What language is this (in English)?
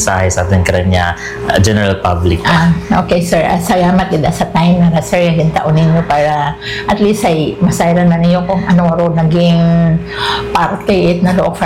Aklanon